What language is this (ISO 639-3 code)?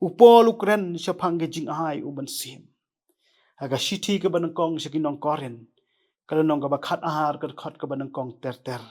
kha